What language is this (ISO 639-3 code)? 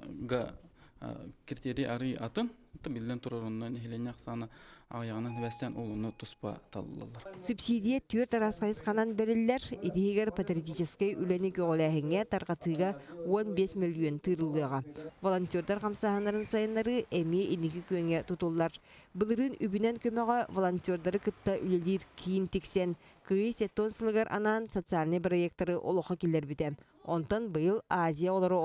sah